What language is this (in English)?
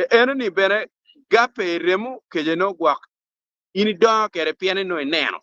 Acoli